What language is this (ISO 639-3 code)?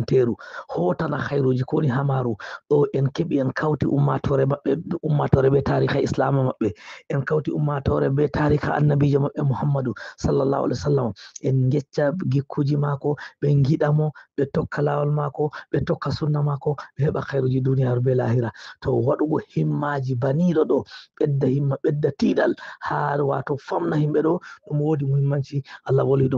ful